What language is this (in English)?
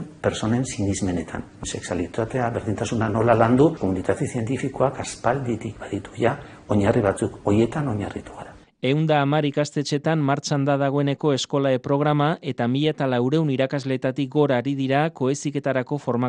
Basque